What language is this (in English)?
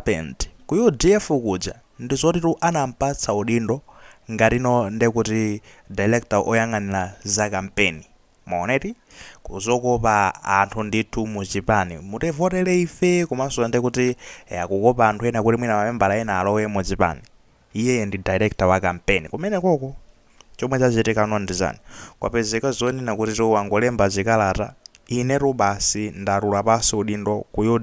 Nyanja